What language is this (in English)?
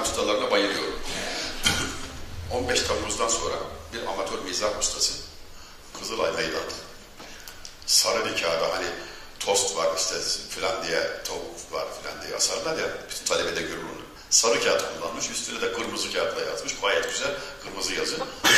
Turkish